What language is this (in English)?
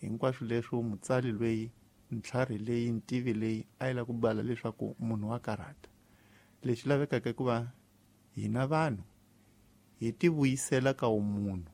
Tsonga